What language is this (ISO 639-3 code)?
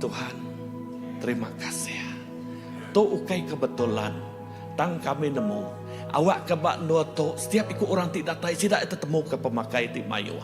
iba